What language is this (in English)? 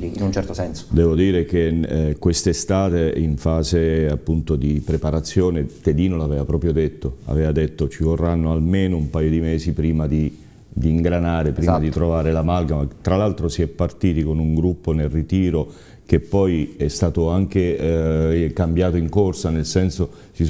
Italian